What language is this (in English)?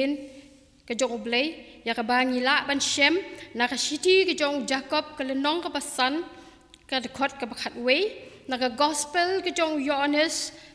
Khasi